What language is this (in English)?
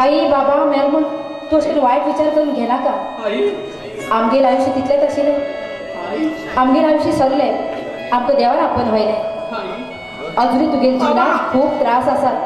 Konkani